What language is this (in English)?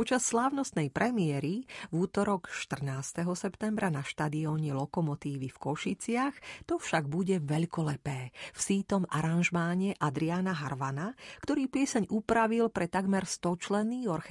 Slovak